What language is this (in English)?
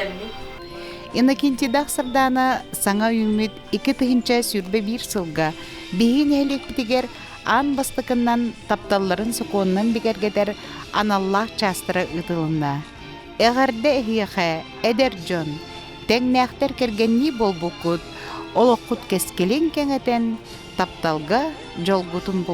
Yakut